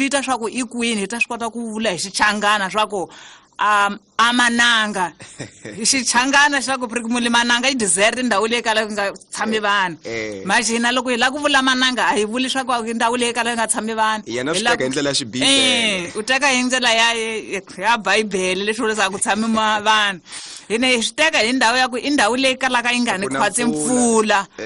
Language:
Tsonga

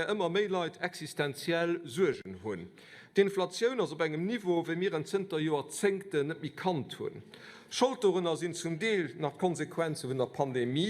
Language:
Luxembourgish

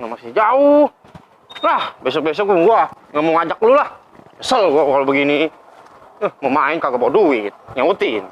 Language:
Betawi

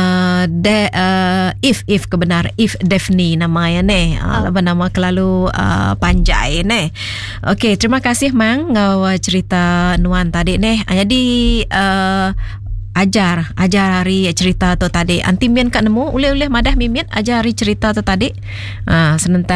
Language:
Iban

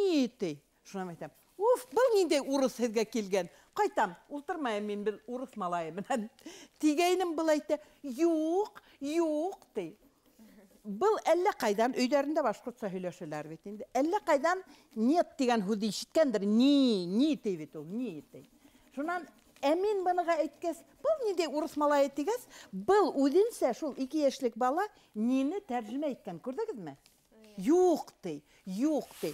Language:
Bashkir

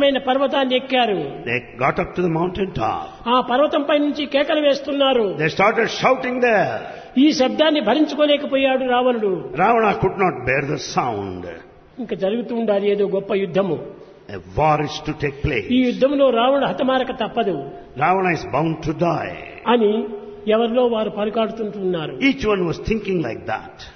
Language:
Telugu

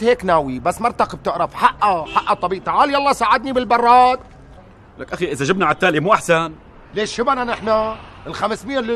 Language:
North Levantine Arabic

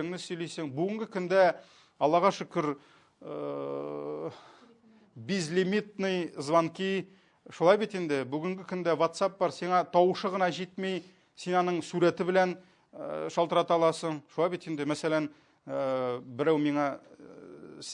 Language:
Tatar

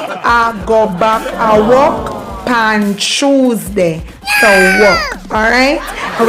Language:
Jamaican Creole English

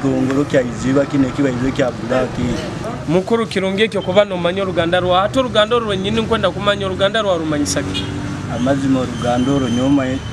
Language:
Nyoro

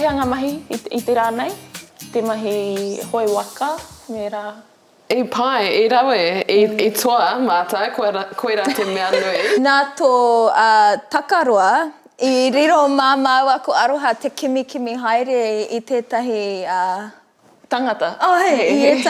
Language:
Māori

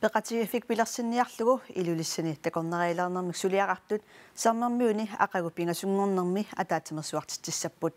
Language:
Kalaallisut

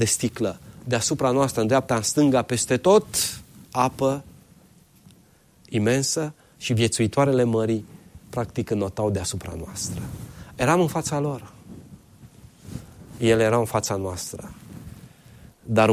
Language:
Romanian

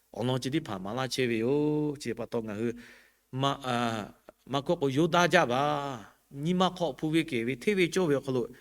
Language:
Lahu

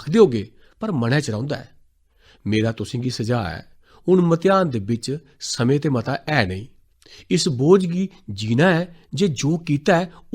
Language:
Dogri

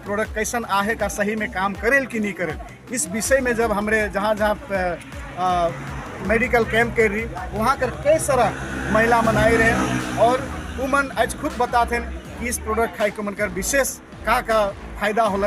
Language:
Sadri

